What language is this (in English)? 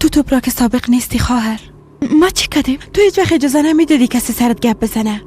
Persian